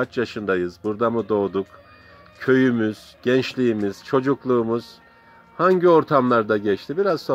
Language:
Turkish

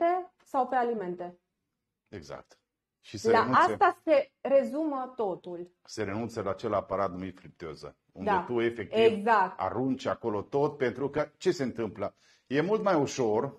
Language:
Romanian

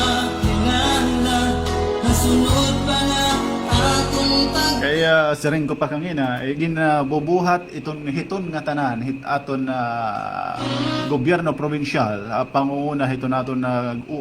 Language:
Waray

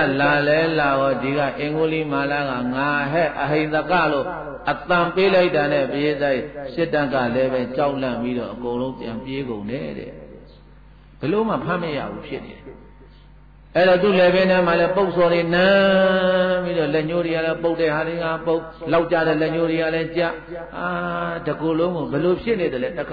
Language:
Burmese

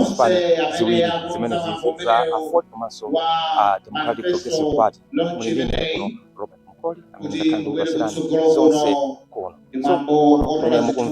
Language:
Nyanja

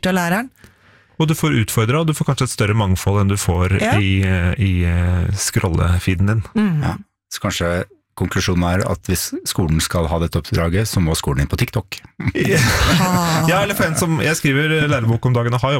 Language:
Norwegian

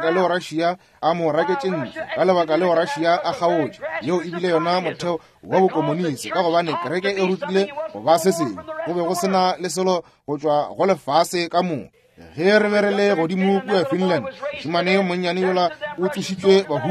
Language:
Northern Sotho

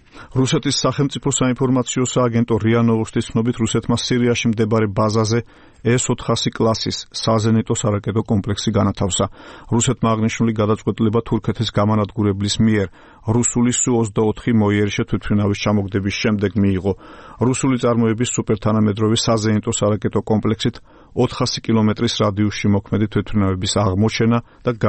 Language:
Georgian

